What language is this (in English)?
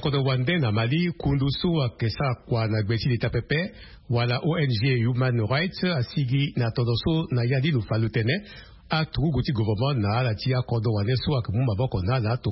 Sango